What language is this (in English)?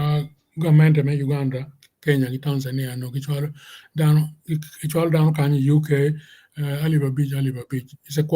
Acoli